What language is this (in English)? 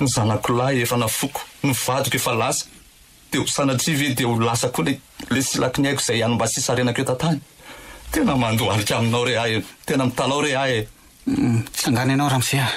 Malagasy